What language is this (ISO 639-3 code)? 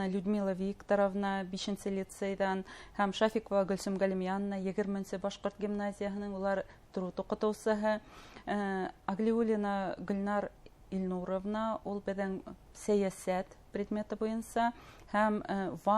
bak